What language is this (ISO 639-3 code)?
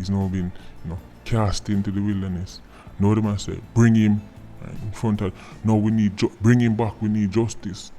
jam